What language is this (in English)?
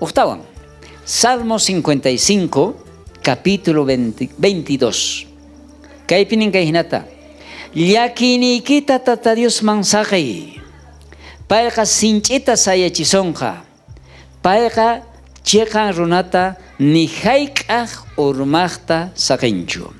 South Bolivian Quechua